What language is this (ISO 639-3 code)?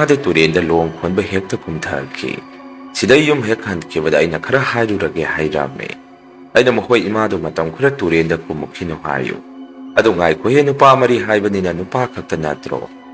mni